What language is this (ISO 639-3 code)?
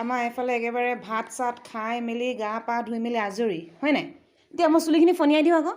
asm